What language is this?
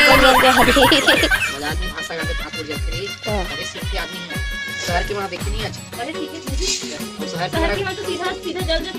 Chhattisgarhi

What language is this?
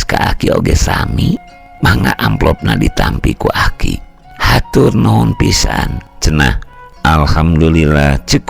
Sundanese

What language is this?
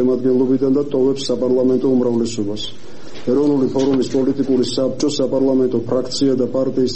Georgian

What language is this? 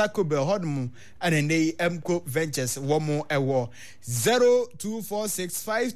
Akan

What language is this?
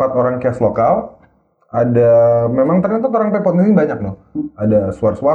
Manado Malay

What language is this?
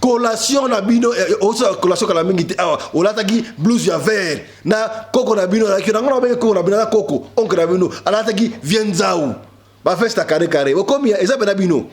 Lingala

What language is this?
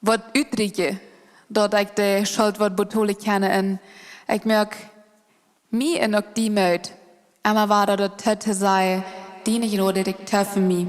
Plautdietsch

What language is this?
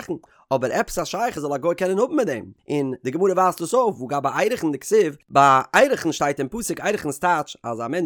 Yiddish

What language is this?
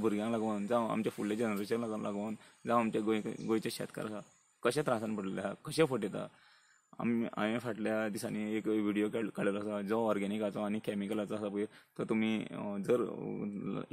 Konkani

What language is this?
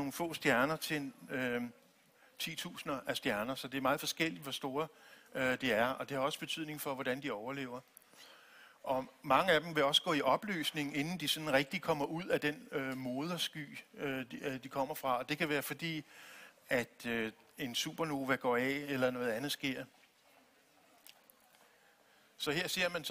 Danish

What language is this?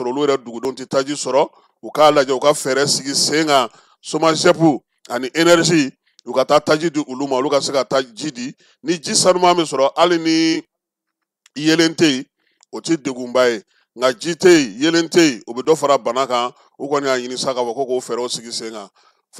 Bambara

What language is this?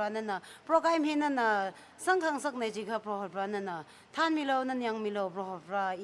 Tangkhul Naga (India)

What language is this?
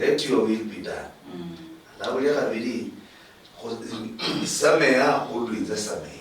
Luyia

